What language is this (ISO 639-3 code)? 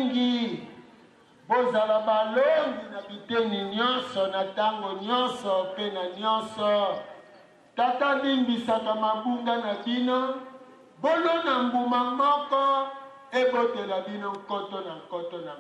lin